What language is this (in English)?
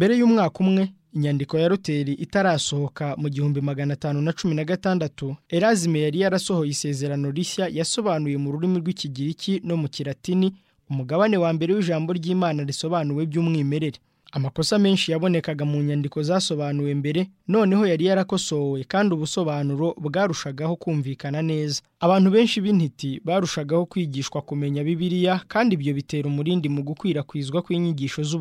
Kinyarwanda